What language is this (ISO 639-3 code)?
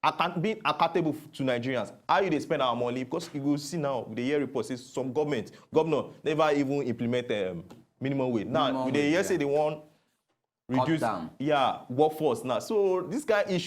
pcm